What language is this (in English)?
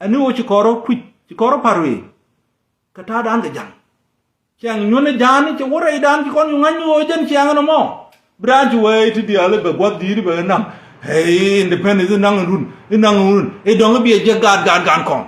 Nuer